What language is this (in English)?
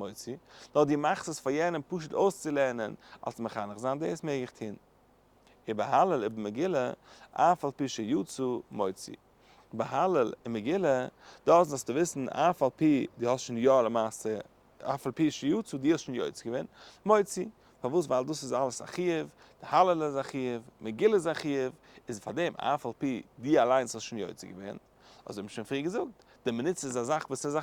Yiddish